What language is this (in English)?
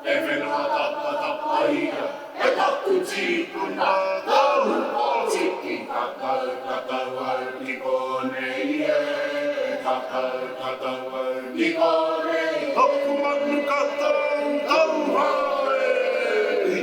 Māori